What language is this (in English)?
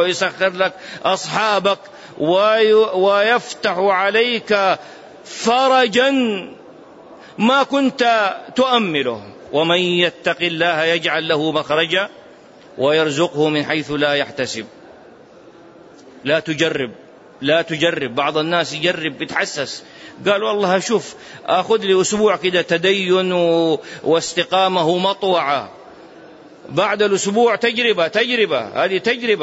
Arabic